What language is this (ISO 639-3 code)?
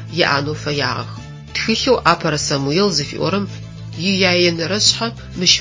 ady